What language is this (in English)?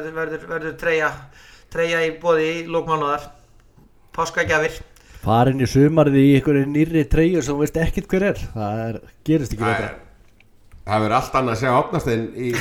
Icelandic